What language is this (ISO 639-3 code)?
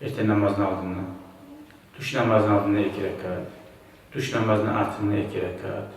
kum